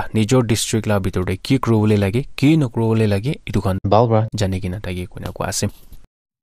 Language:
Naga Pidgin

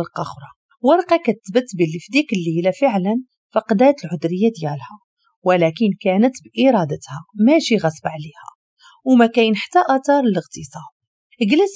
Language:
Moroccan Arabic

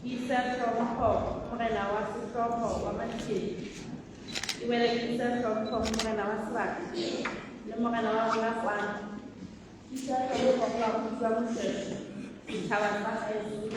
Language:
Southern Sotho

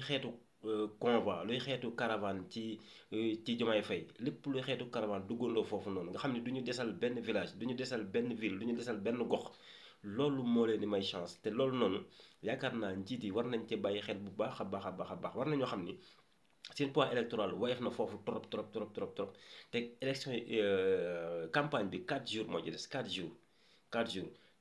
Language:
Wolof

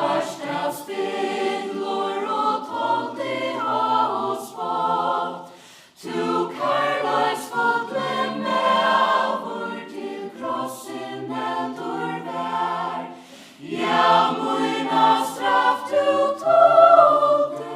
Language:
Faroese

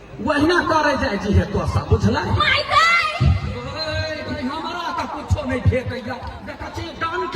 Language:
Maithili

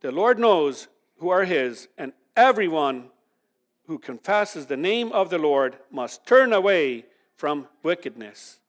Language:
Plautdietsch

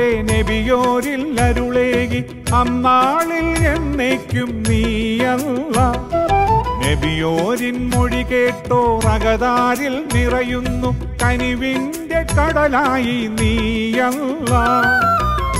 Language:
Malayalam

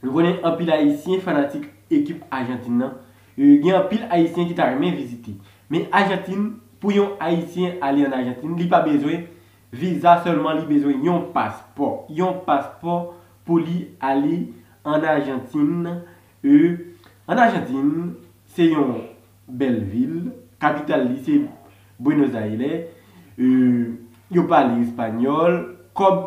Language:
Haitian Creole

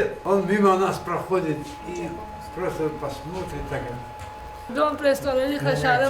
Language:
Ossetic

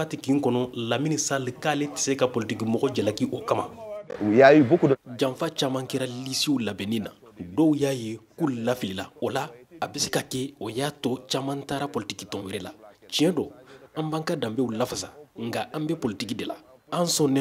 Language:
Bambara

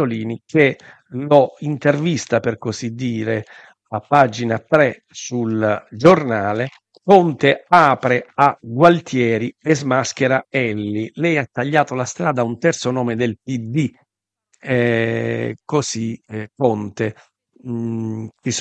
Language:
Italian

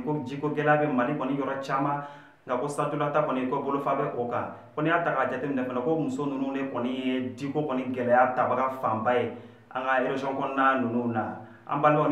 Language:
Bambara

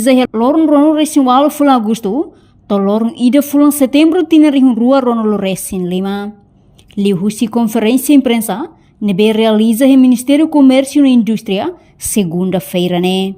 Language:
Tetum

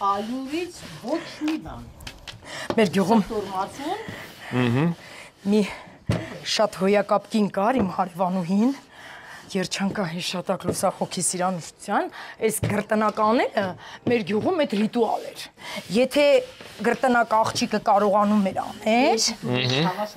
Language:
Armenian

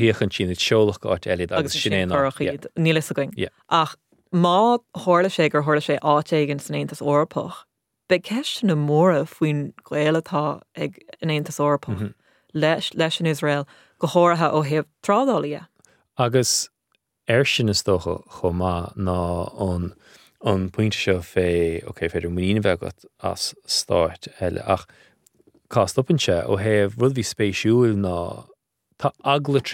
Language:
Irish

